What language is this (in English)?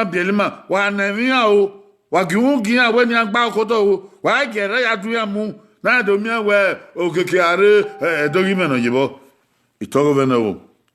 Bini